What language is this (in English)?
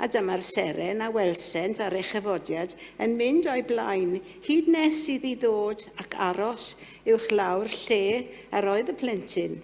Welsh